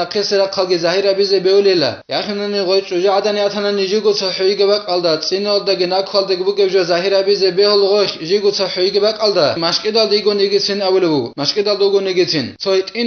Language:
Avaric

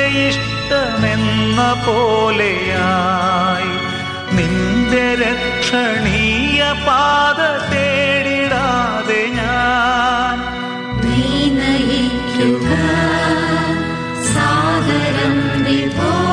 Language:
Malayalam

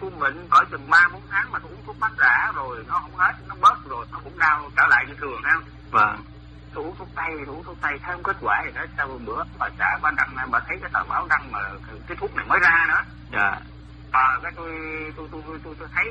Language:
Vietnamese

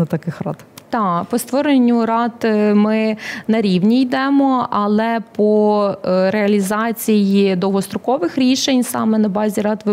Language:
Ukrainian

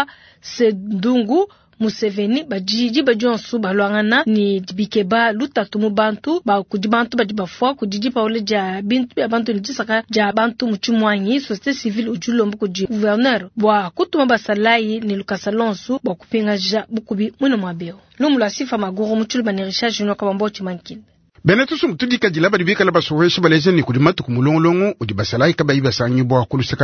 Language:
Luba-Lulua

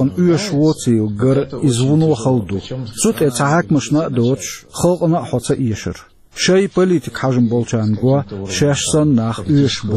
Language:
Chechen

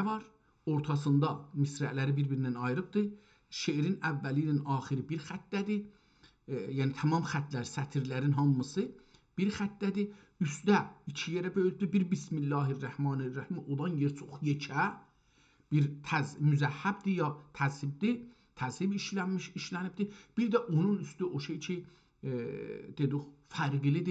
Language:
South Azerbaijani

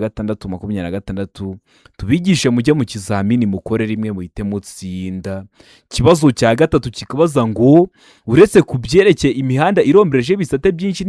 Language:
Kinyarwanda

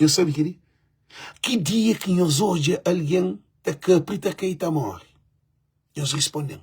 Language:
Kabuverdianu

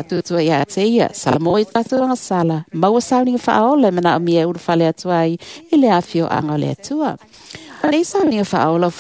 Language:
Samoan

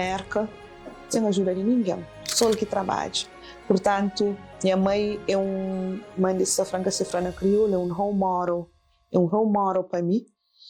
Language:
Kabuverdianu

